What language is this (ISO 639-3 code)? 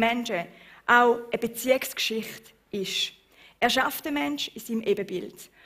gsw